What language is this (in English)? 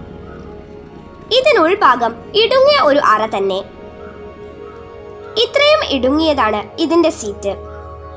Malayalam